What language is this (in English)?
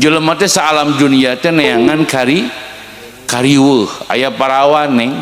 Sundanese